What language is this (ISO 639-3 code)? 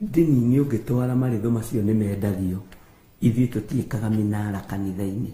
kik